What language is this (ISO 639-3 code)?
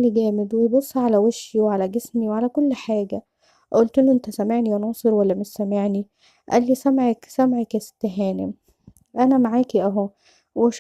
arz